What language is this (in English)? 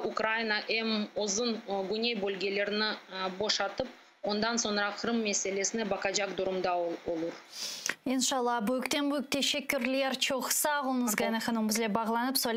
Crimean Tatar